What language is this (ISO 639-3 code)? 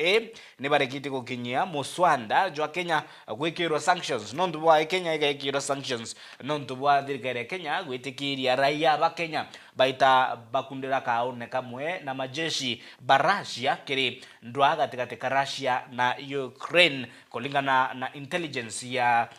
mer